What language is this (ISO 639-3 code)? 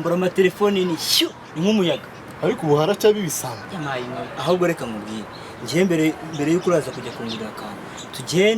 kin